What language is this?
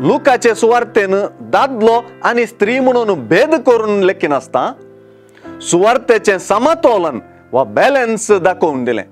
Konkani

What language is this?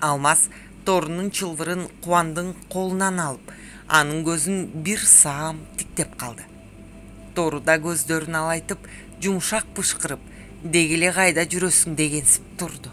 Kyrgyz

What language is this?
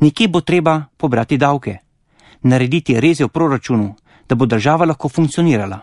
Slovenian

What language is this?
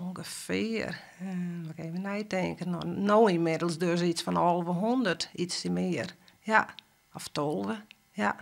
Western Frisian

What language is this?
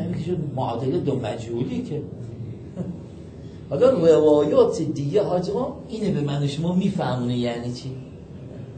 Persian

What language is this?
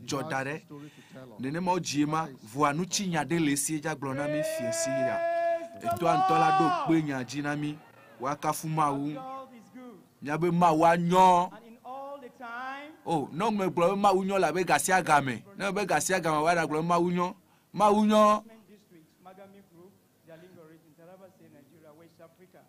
Ewe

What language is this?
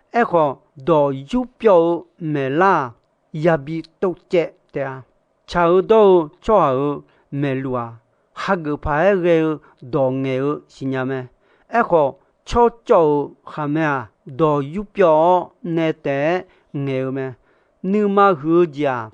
Akha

